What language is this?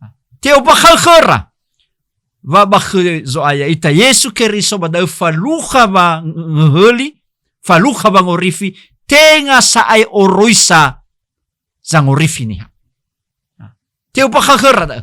Nias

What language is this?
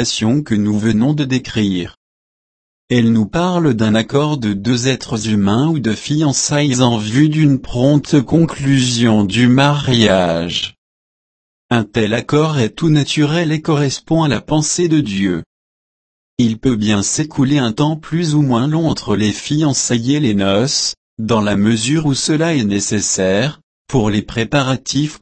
French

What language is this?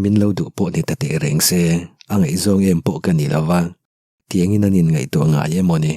Mizo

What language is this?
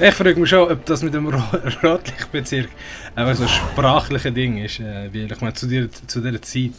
Swiss German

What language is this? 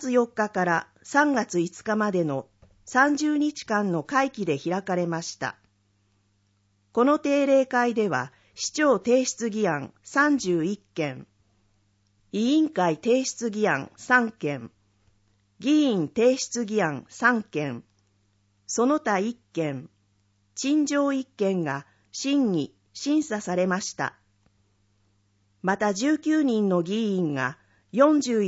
Japanese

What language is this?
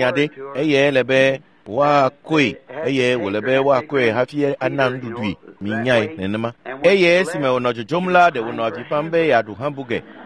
Ewe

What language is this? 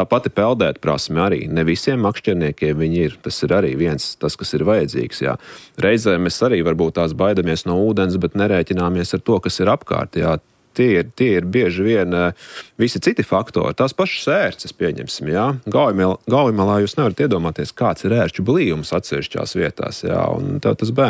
Latvian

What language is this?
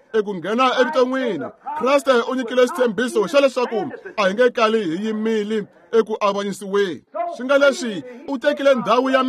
Tsonga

